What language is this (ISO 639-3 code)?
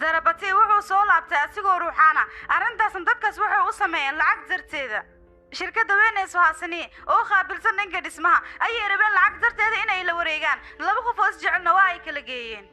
som